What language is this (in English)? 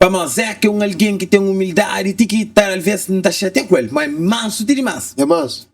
Kabuverdianu